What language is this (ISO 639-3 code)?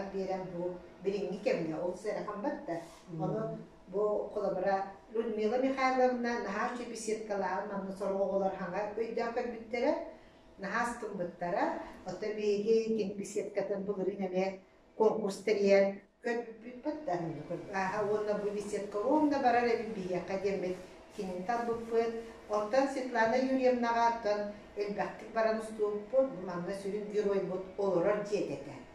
sah